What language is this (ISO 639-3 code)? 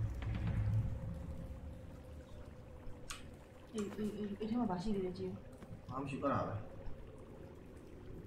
mya